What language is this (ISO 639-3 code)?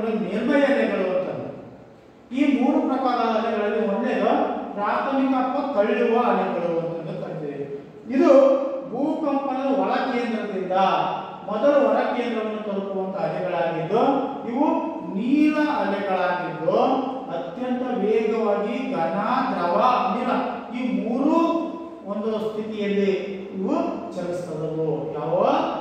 kan